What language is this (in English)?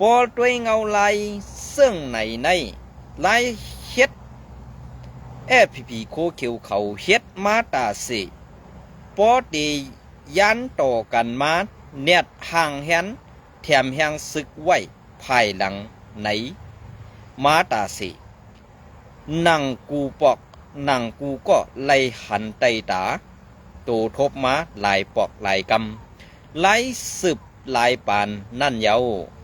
Shan